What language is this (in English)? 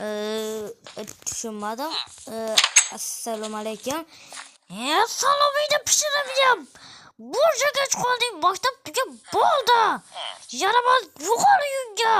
Uzbek